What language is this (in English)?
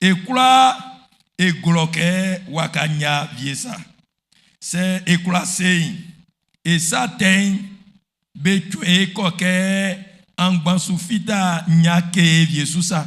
Baoulé